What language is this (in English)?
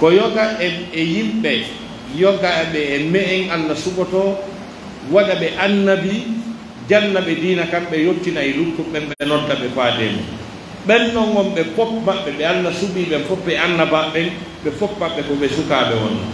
Pular